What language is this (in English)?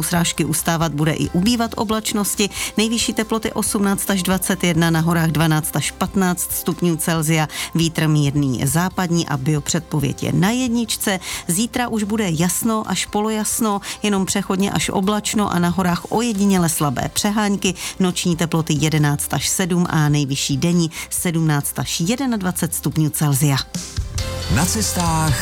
Czech